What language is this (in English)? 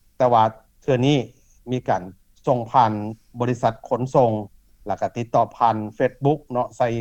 Lao